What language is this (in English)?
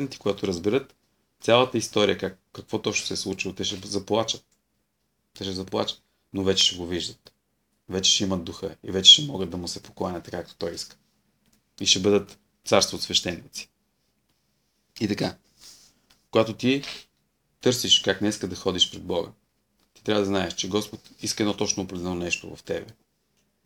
Bulgarian